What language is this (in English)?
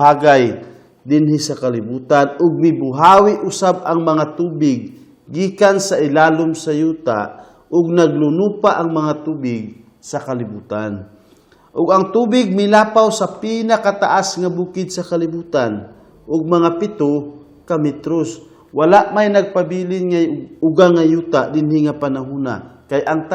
Cebuano